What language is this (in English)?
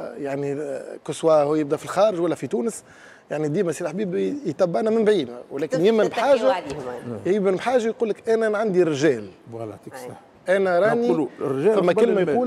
Tunisian Arabic